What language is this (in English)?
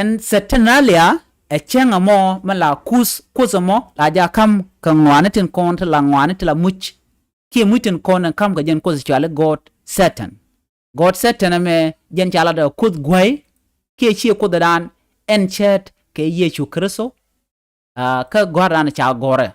Nuer